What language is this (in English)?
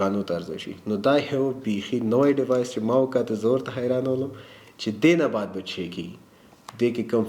Pashto